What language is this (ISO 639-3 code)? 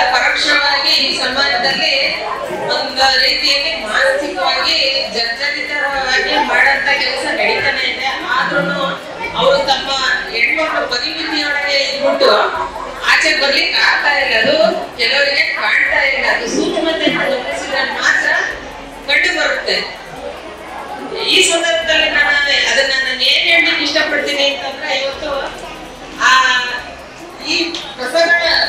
kan